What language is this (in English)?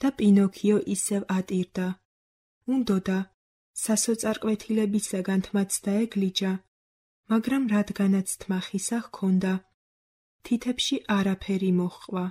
Georgian